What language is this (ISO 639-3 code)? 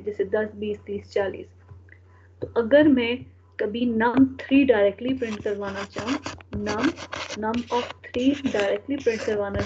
hin